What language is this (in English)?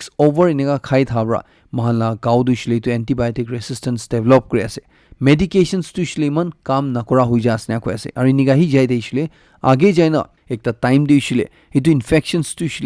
Naga Pidgin